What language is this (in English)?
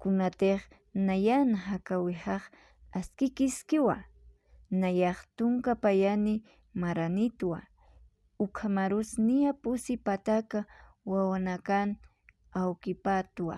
Aymara